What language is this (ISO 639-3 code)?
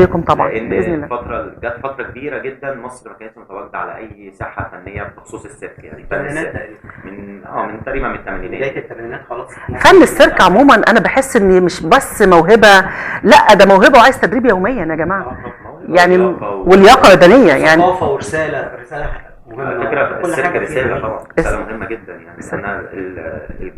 arz